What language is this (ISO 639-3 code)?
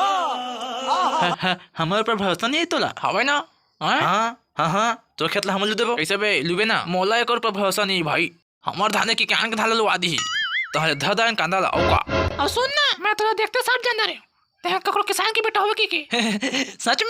hne